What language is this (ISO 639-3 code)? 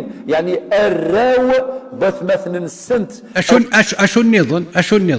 kab